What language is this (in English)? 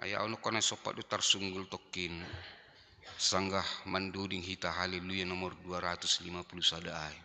Batak Simalungun